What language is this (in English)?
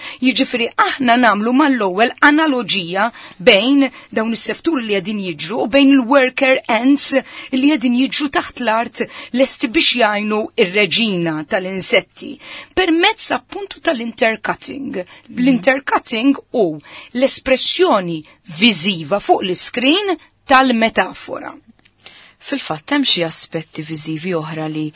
Maltese